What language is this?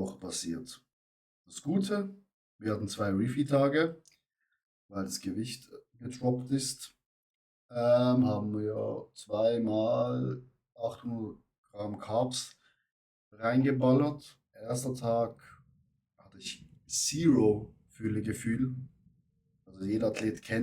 Swiss German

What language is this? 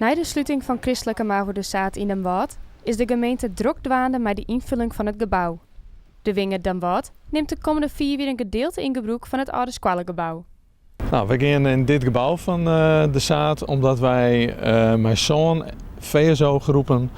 Western Frisian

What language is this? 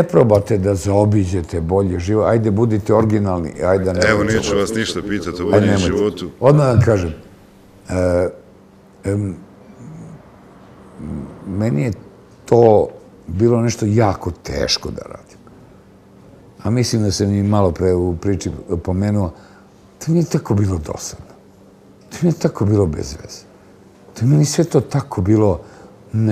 Serbian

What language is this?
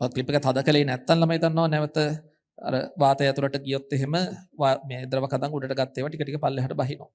Sinhala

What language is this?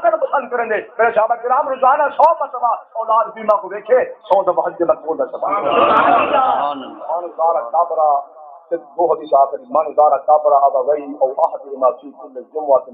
Saraiki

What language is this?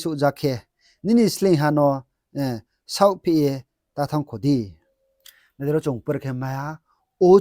Riang (India)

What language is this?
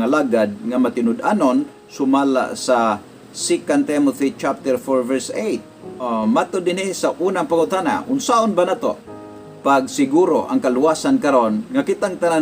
Cebuano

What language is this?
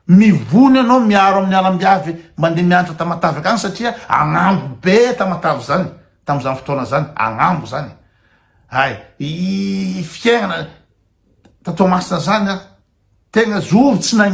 Malagasy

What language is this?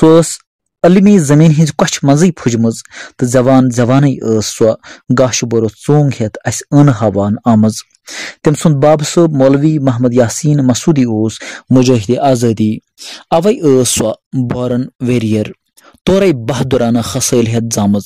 Kashmiri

